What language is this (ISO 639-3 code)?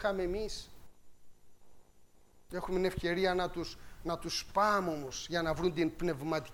ell